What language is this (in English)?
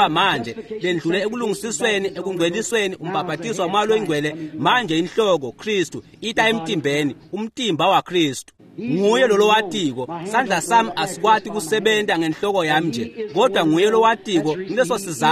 Swati